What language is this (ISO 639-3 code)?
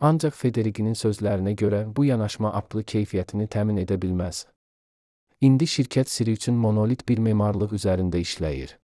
aze